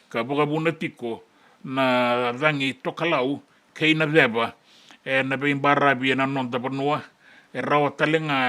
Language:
Fijian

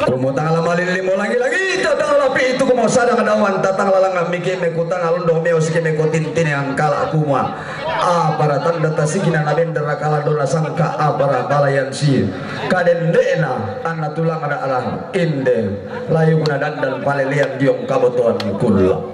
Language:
Toraja-Sa'dan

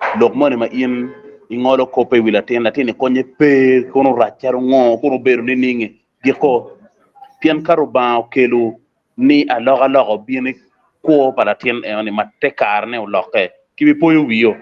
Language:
Acoli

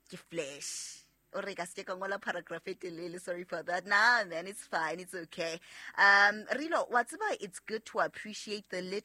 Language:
Southern Sotho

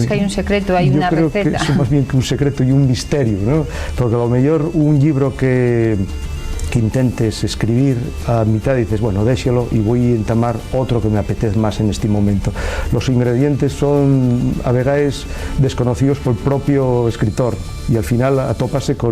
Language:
Asturian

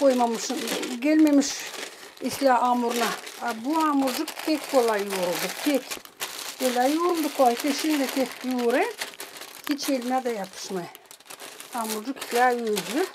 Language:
Gagauz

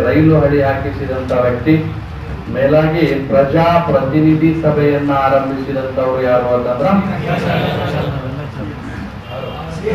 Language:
Kannada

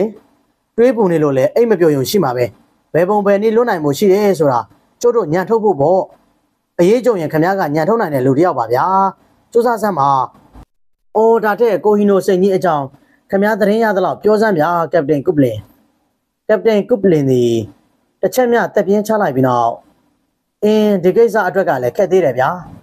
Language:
Burmese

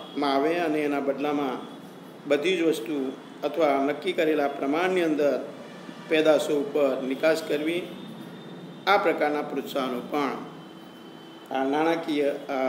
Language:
Gujarati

